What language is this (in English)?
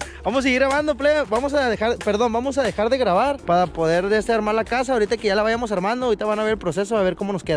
Spanish